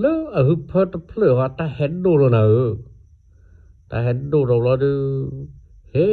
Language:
S'gaw Karen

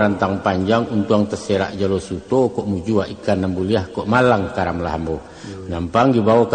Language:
Minangkabau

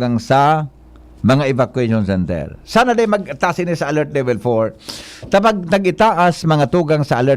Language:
Bikol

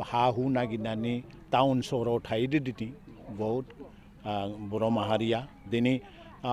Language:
Bodo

